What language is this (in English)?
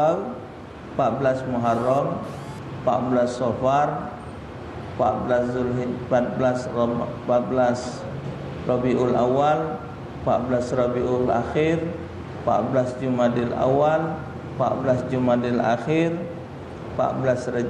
Musi